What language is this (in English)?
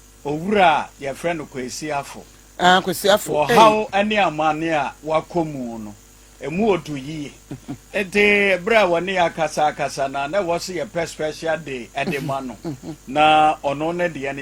Akan